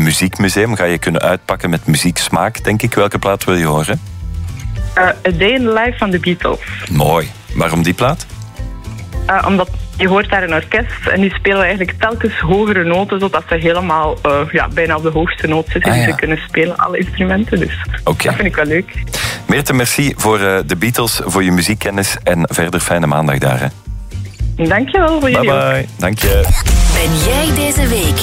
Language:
Dutch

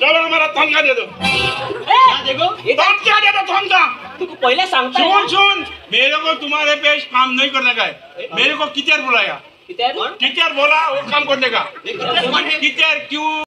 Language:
Konkani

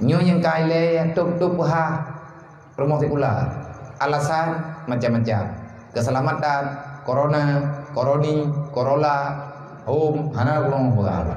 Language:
Achinese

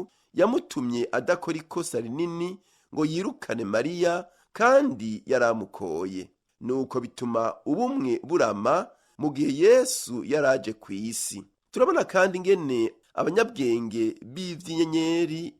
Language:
Rundi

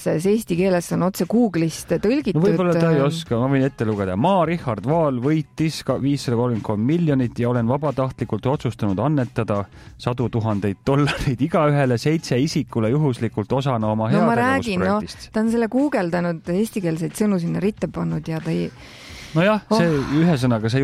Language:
Estonian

